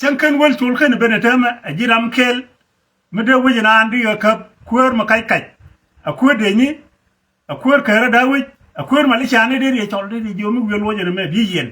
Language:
Nuer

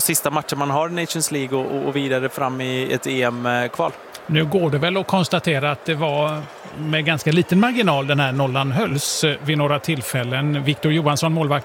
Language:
Swedish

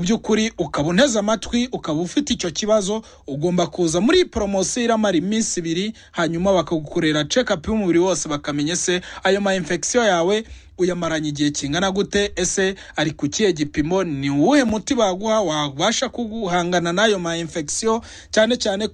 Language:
Kinyarwanda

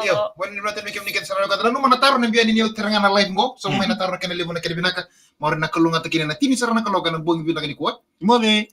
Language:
Fijian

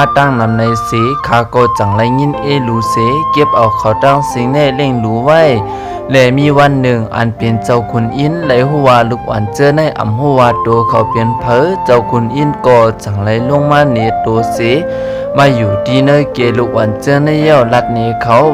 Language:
Shan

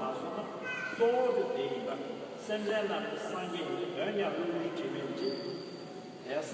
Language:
Tibetan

